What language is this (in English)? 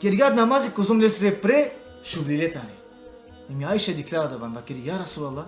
Balkan Romani